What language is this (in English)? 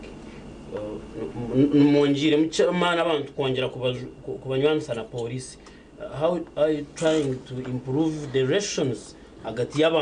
Nyankole